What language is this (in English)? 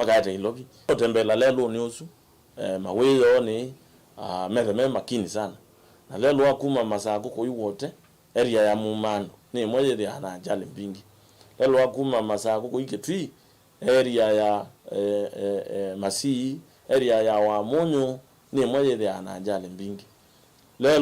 Kamba